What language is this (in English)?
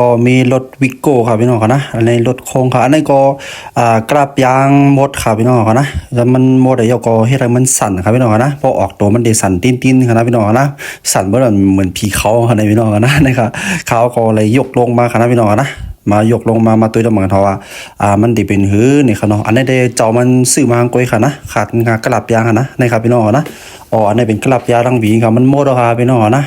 Shan